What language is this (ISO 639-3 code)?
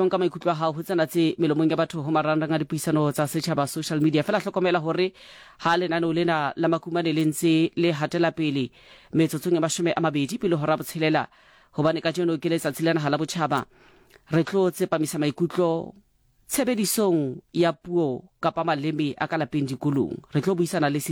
sot